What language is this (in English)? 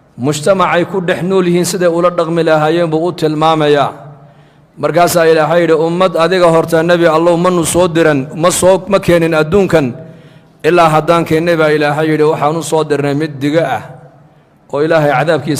Somali